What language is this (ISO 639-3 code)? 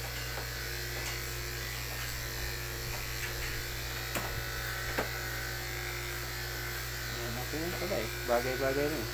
fil